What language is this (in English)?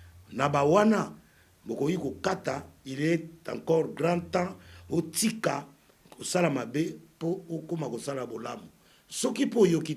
Lingala